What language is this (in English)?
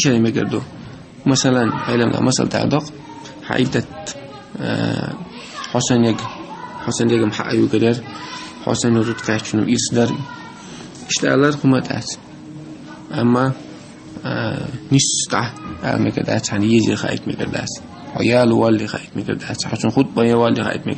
Chechen